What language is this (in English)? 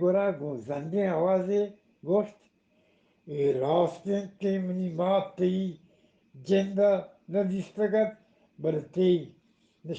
Eastern Balochi